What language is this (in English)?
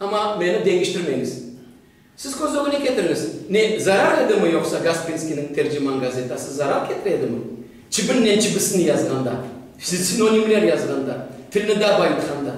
Crimean Tatar